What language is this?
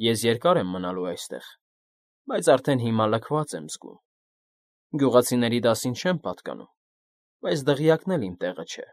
Armenian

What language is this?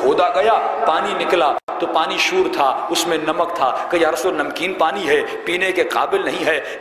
Urdu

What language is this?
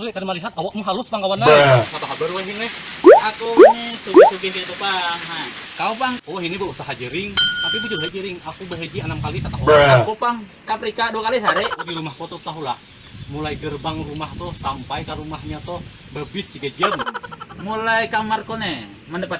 Banjar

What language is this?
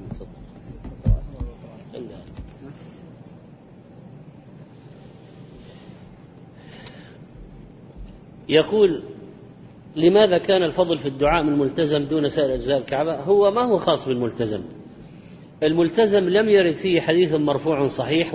Arabic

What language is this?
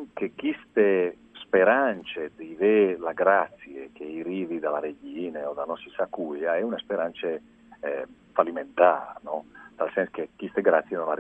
Friulian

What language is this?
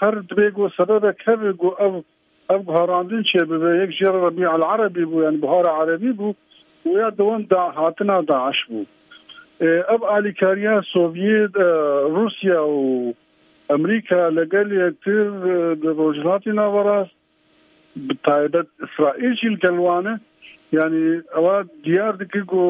Kurdish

